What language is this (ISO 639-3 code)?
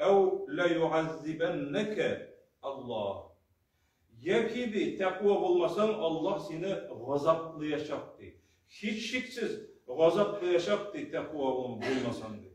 tat